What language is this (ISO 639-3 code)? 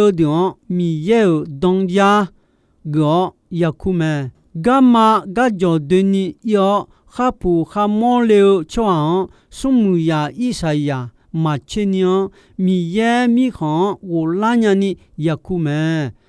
ahk